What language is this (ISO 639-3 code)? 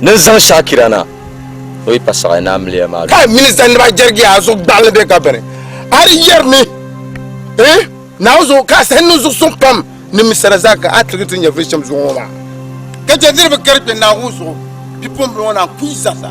dag